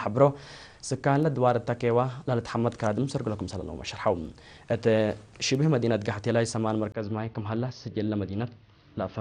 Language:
Tigre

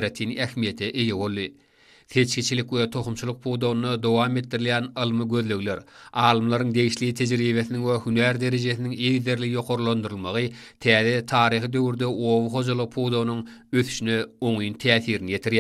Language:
Turkmen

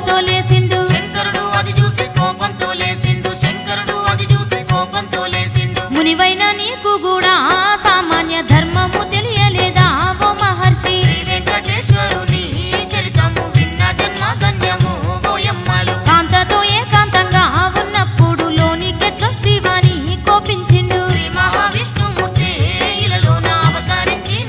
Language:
Telugu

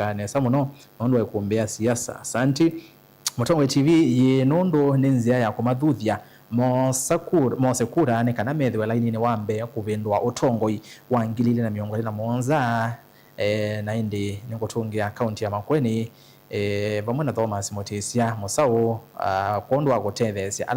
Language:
Kamba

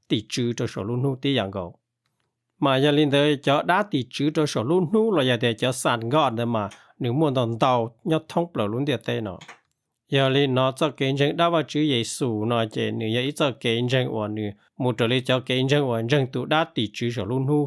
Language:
Hmong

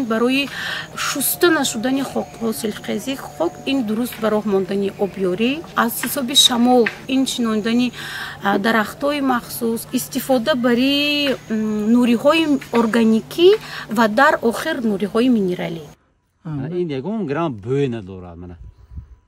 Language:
Tajik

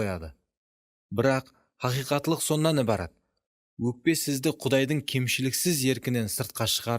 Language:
Kara-Kalpak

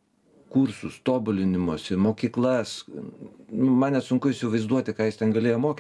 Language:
Lithuanian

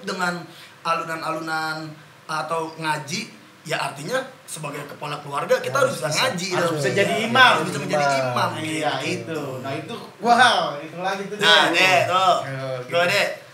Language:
Betawi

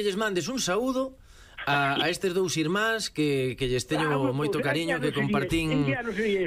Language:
Galician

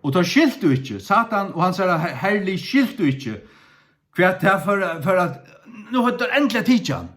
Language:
Faroese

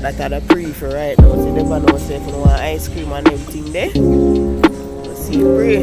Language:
Jamaican Creole English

